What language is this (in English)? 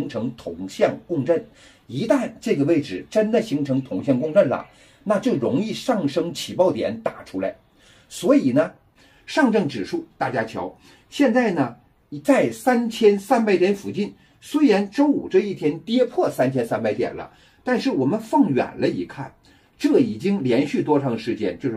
Chinese